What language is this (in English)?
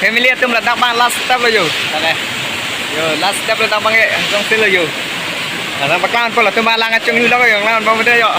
Karbi